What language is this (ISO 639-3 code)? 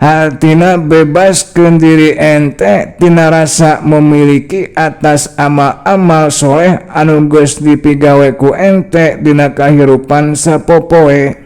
sun